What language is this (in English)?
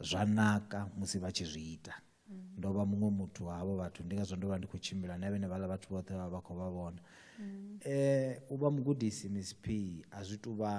Venda